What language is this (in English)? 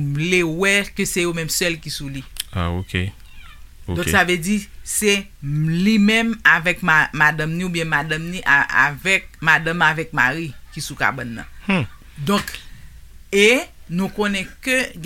Haitian Creole